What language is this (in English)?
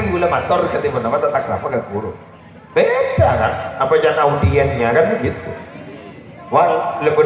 Madurese